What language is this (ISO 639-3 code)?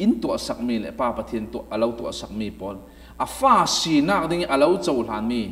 cfm